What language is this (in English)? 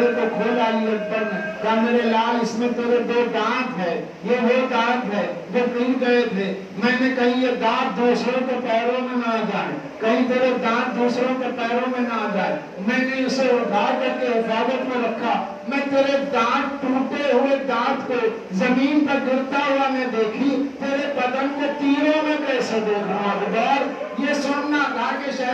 Urdu